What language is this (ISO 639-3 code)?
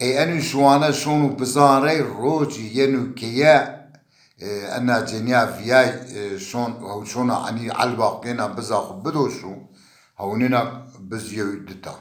zza